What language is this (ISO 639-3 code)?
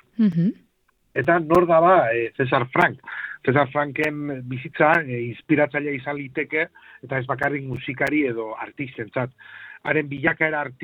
eus